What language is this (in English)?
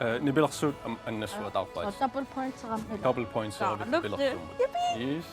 Kalaallisut